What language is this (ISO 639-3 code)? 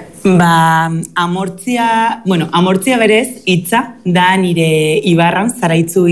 eus